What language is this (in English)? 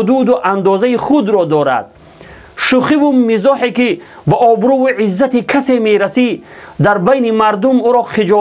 Tajik